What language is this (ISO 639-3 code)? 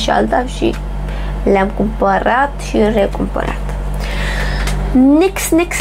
ron